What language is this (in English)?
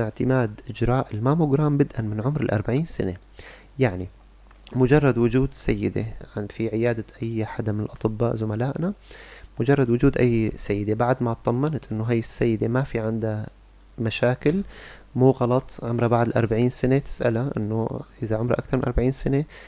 North Levantine Arabic